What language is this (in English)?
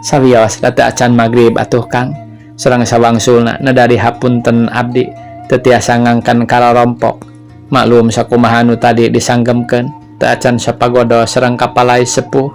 Sundanese